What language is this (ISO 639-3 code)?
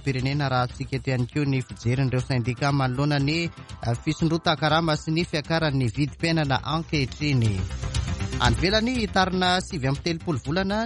mlg